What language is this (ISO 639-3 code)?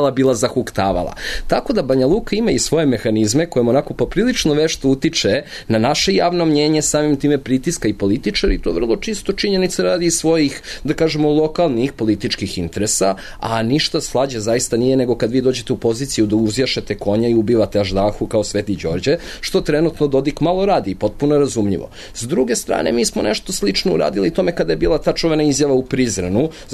srp